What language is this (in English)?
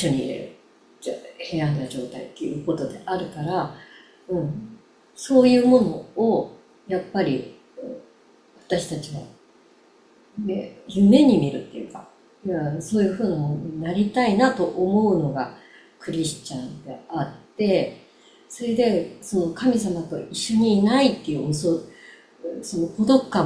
Japanese